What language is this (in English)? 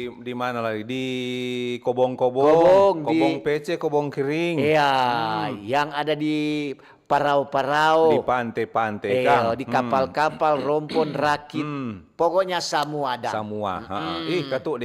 Manado Malay